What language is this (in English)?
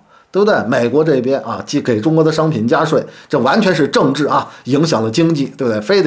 Chinese